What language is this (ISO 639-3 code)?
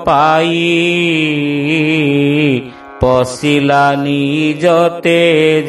ori